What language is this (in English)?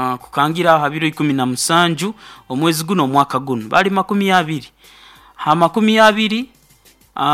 Nyoro